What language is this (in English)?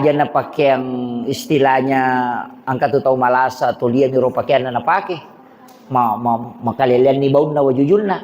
Buginese